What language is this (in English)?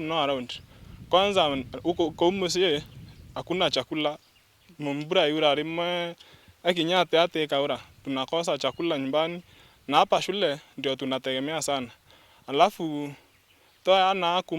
Meru